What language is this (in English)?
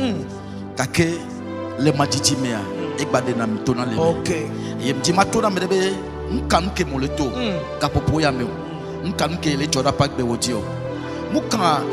Ewe